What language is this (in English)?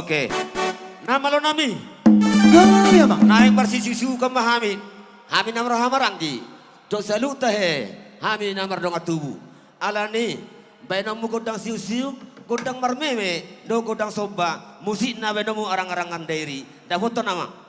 Batak Toba